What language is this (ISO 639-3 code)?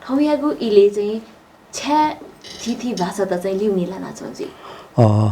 new